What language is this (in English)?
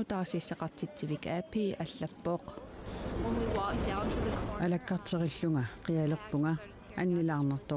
Kalaallisut